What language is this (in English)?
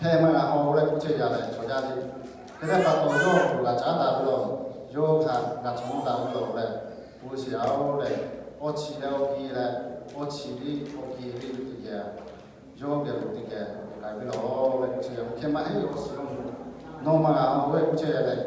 Lahu